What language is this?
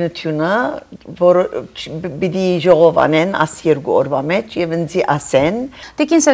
Armenian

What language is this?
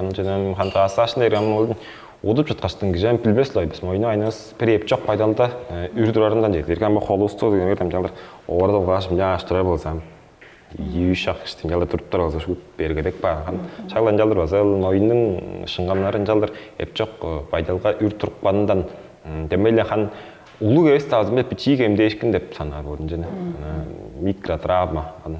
Tuvinian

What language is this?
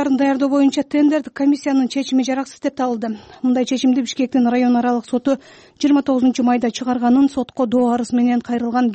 Kyrgyz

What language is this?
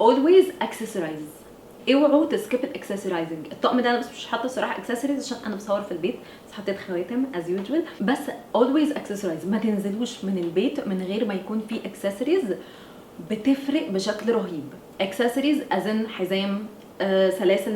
Egyptian Arabic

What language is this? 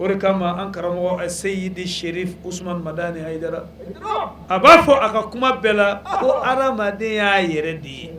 Bambara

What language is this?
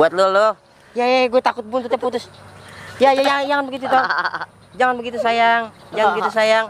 Betawi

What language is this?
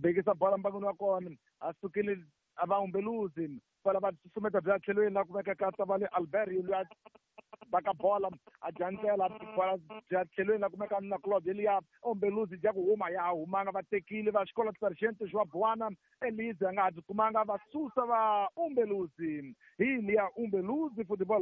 Tsonga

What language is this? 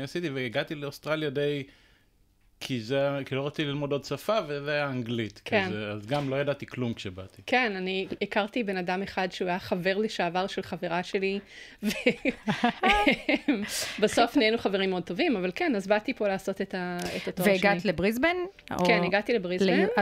Hebrew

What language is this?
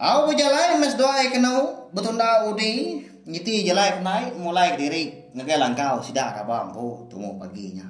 Iban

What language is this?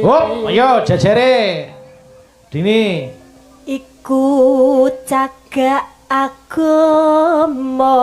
Javanese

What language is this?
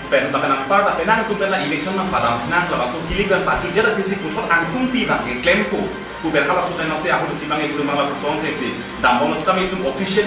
Karbi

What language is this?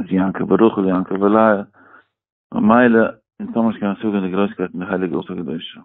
Yiddish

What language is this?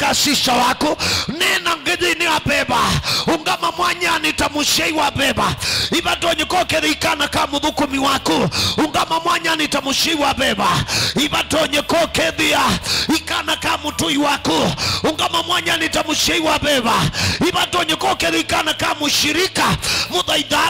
Kamba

